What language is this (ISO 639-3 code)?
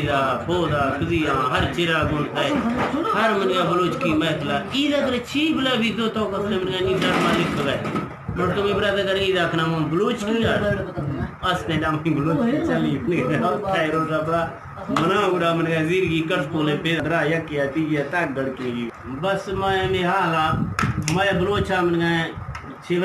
bgp